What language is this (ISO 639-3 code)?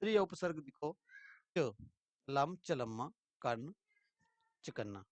doi